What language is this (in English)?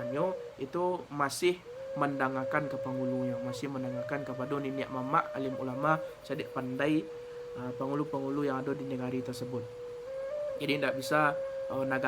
Minangkabau